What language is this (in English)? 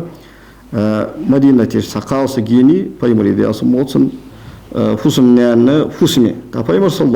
Ingush